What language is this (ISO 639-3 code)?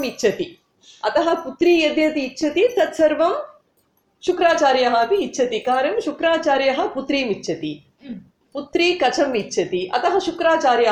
san